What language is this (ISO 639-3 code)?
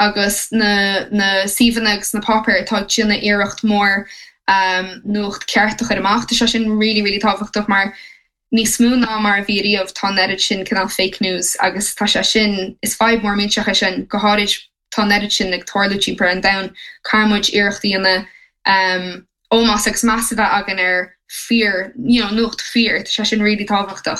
gle